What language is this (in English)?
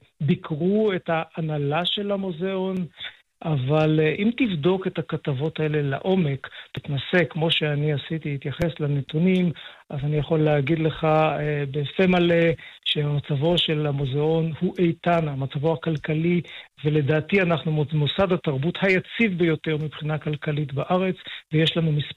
Hebrew